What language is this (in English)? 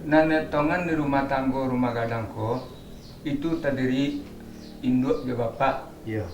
Minangkabau